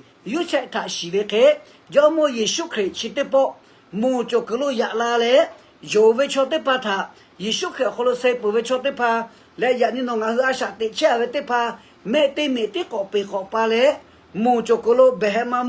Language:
Lahu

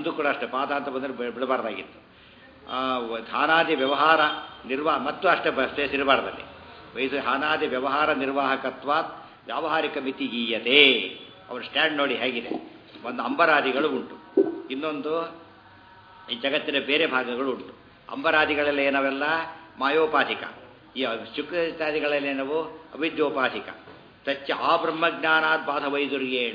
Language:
Kannada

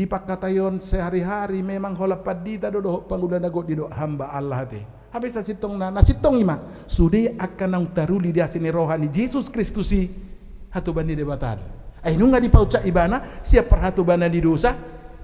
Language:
Batak Toba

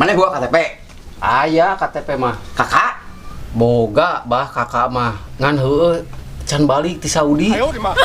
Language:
Sundanese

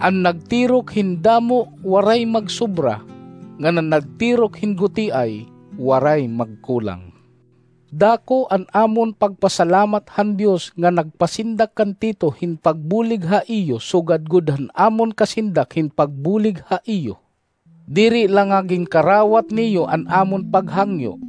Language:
Waray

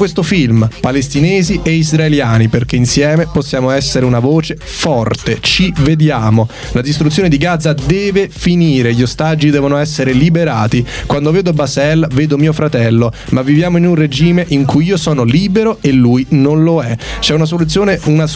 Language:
Italian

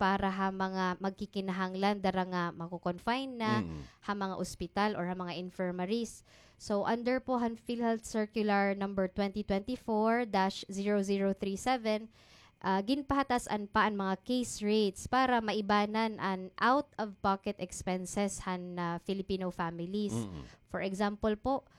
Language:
Waray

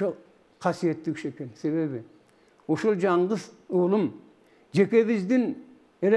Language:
Kyrgyz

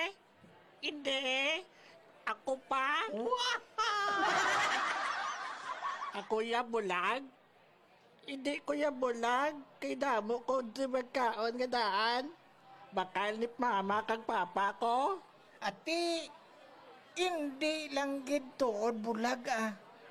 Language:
Hiligaynon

